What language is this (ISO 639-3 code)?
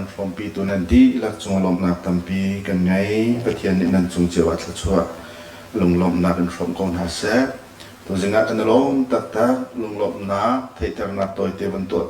cnh